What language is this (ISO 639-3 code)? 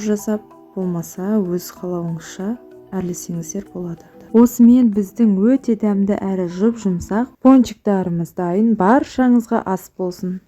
kaz